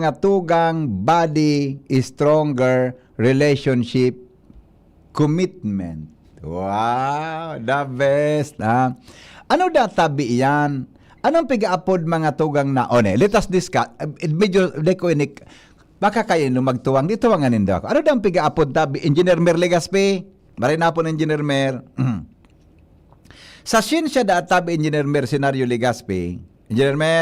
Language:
Bikol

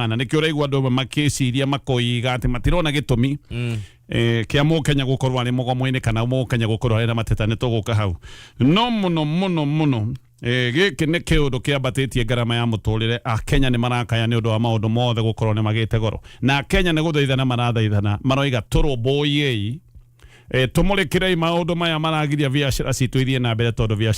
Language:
Kikuyu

